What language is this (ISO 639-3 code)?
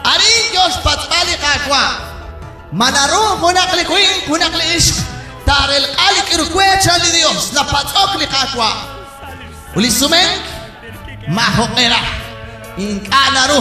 kek